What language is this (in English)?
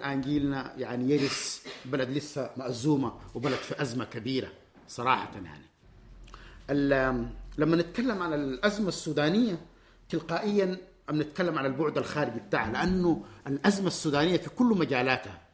Sudanese Arabic